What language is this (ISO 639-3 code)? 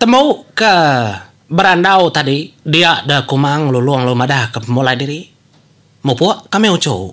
iba